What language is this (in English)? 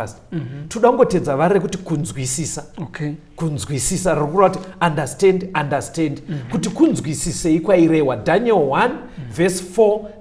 Shona